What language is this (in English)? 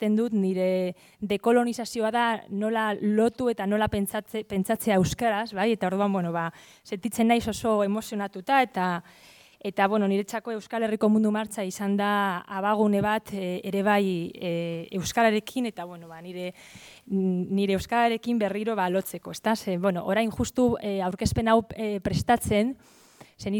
Basque